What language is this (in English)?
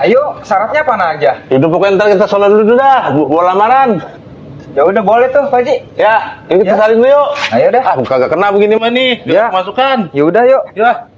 Betawi